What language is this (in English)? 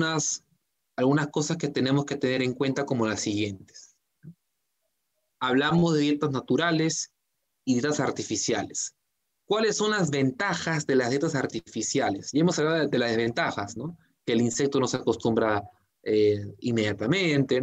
Spanish